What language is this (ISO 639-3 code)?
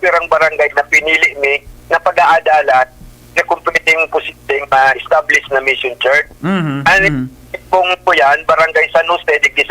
bik